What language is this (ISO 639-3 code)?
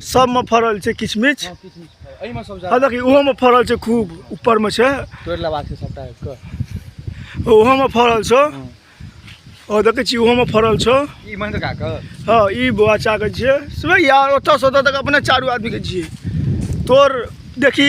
mai